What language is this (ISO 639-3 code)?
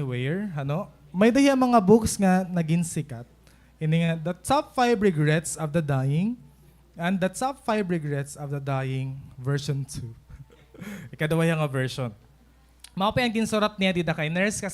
war